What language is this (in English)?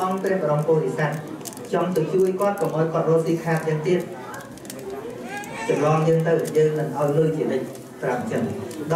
Khmer